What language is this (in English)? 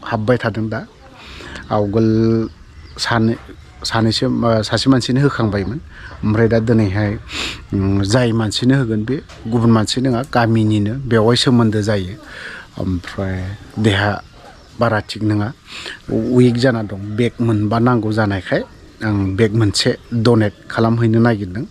Bodo